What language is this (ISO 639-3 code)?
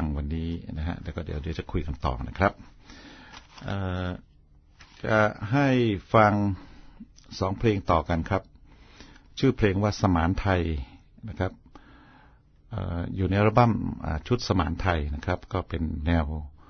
tha